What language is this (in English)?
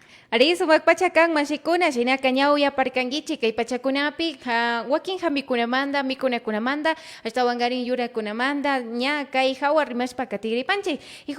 Imbabura Highland Quichua